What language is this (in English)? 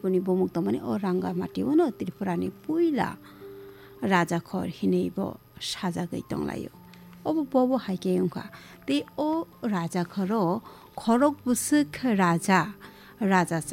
Kok Borok